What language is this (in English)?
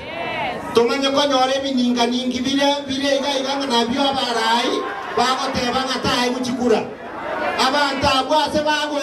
Gusii